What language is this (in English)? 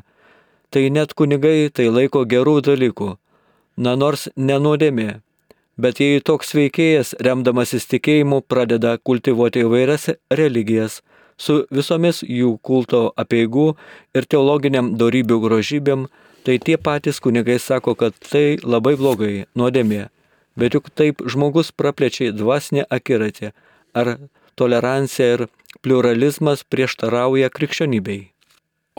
Lithuanian